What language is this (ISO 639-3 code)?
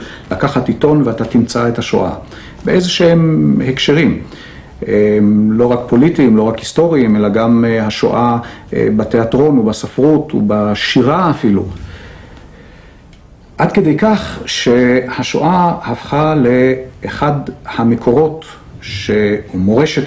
heb